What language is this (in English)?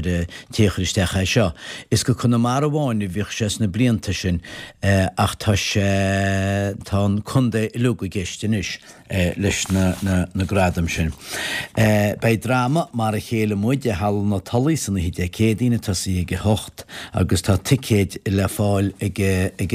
Irish